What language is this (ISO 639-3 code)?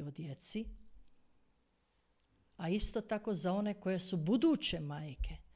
hrv